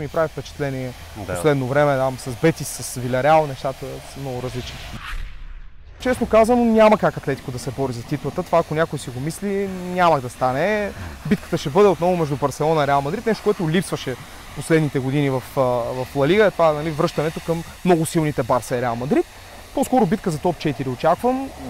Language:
Bulgarian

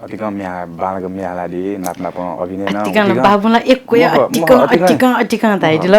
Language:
Newari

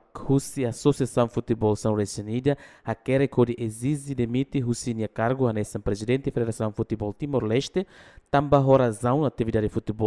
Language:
Tetum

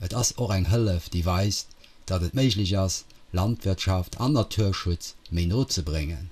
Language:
Luxembourgish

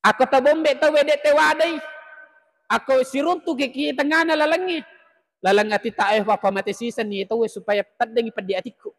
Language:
Buginese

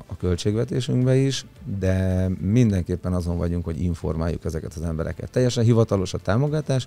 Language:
Hungarian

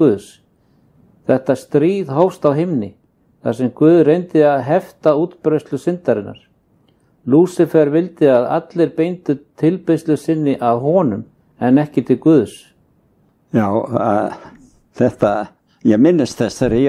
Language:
Icelandic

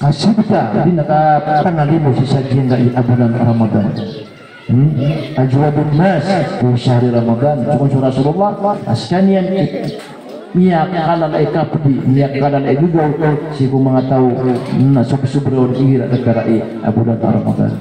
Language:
Maranao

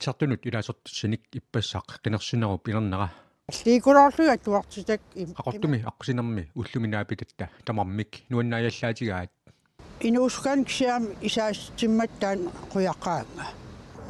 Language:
Kalaallisut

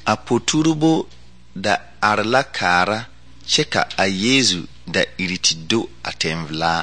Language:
Southern Dagaare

